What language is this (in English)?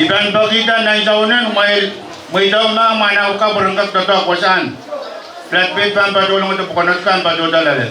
Pohnpeian